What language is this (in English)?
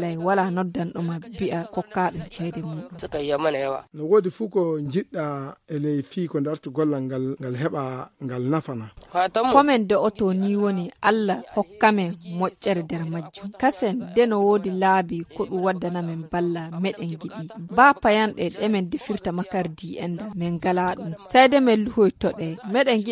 Fula